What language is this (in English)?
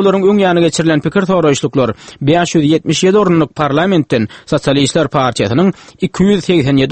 Turkmen